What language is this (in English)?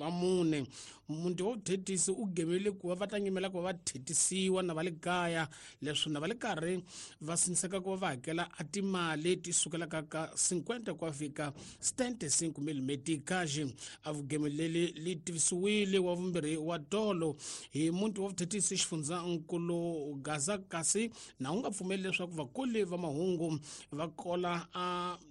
Tsonga